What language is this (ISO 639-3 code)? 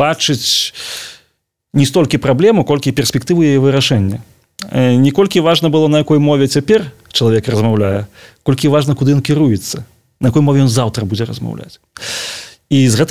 bel